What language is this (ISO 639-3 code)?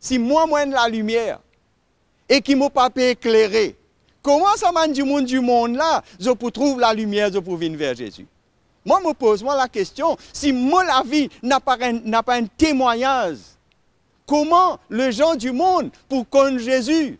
mfe